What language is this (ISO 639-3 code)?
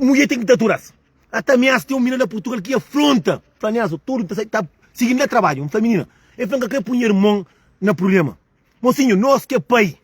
kea